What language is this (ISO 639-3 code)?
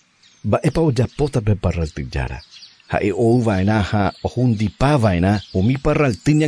grn